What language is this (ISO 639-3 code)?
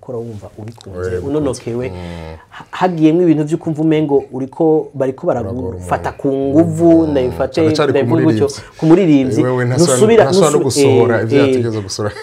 run